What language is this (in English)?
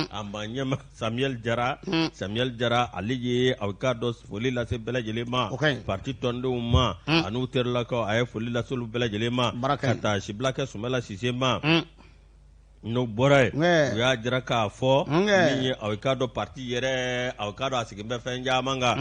Bambara